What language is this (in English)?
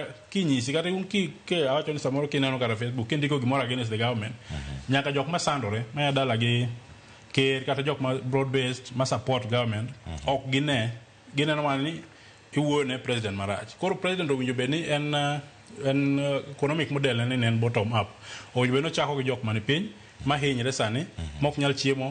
Luo (Kenya and Tanzania)